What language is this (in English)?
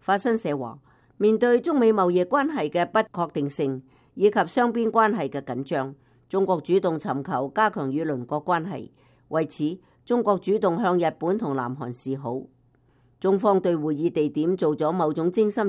Cantonese